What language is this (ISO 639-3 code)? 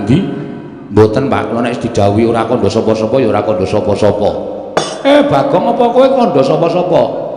jav